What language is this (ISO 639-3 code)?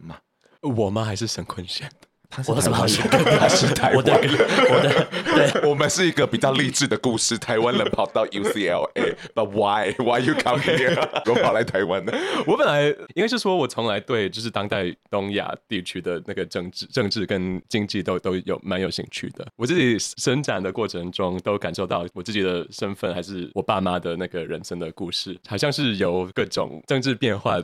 zho